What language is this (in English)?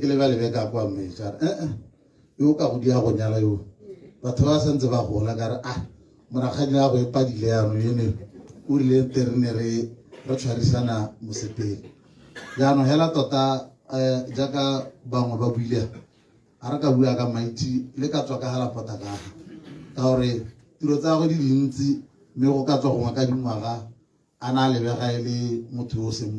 Tswana